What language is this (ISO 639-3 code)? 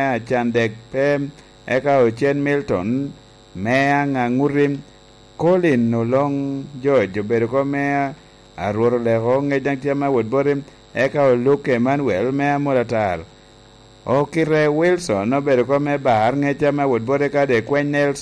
laj